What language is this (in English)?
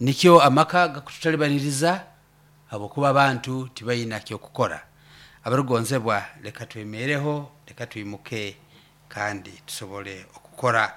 Nyoro